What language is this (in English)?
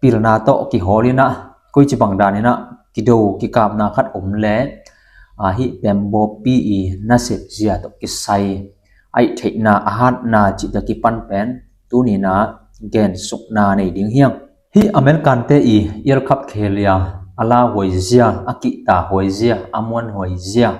Tedim Chin